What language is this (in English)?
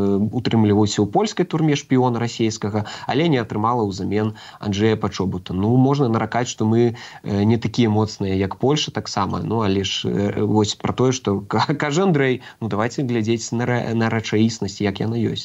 Belarusian